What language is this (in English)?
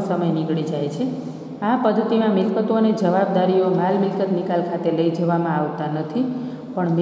Gujarati